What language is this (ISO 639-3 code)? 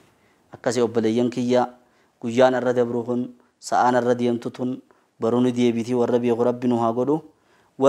orm